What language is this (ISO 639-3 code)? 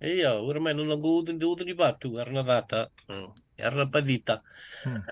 fij